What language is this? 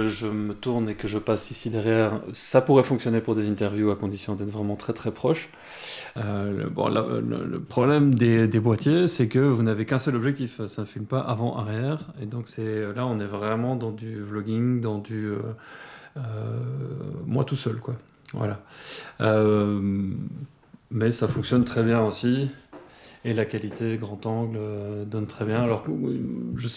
French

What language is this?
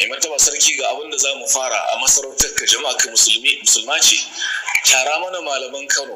Hausa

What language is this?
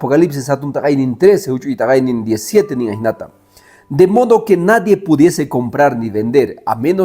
Quechua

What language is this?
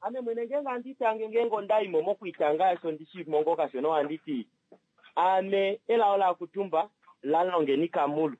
Kuanyama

